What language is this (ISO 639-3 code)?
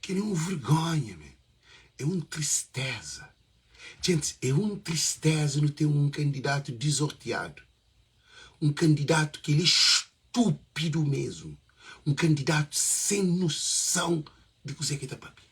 kea